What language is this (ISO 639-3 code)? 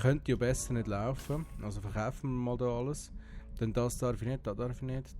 gsw